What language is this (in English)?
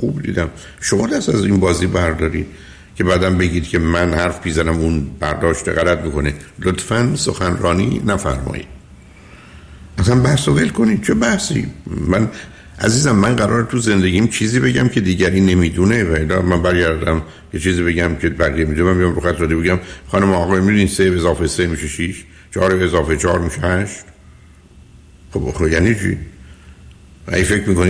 Persian